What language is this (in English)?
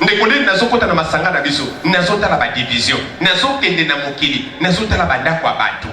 Lingala